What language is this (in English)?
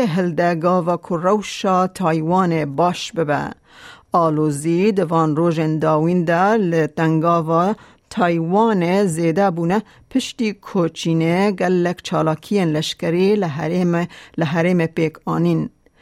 Kurdish